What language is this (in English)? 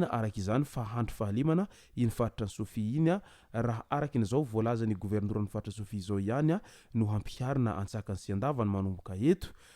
Malagasy